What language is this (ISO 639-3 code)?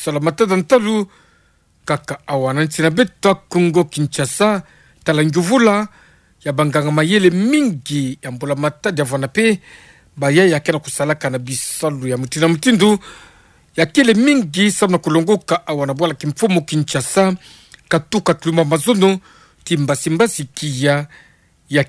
ktu